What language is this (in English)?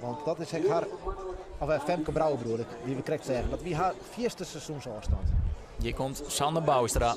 Western Frisian